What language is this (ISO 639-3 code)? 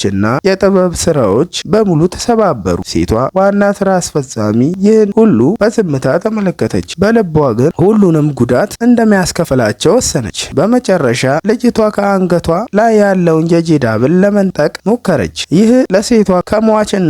amh